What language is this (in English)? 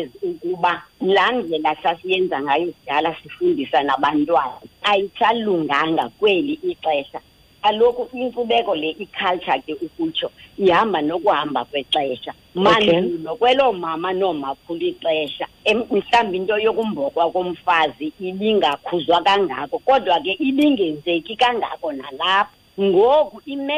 Xhosa